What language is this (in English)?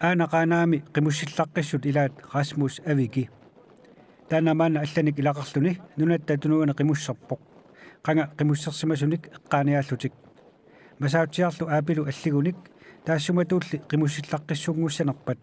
Kalaallisut